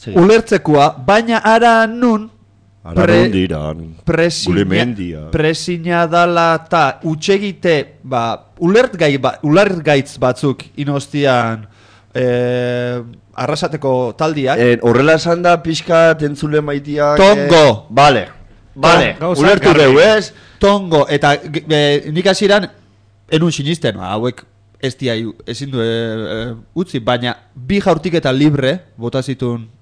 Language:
Basque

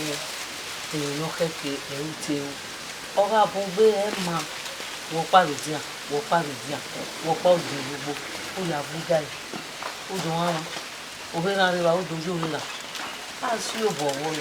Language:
Bini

